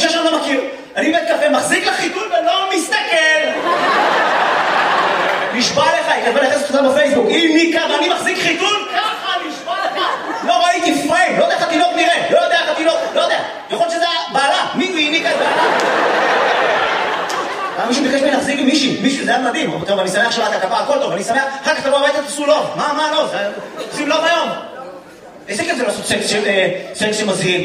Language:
Hebrew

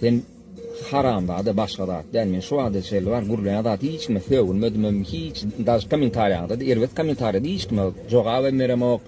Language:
Turkmen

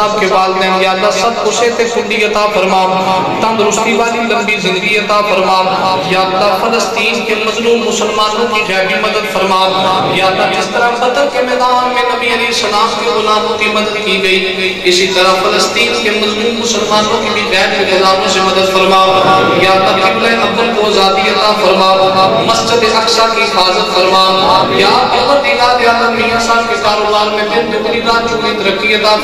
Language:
Urdu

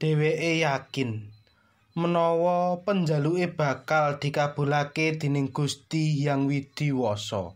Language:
Javanese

